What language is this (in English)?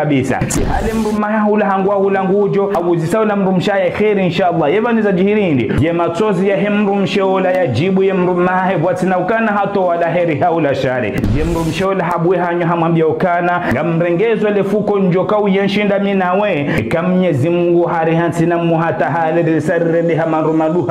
Ngazidja Comorian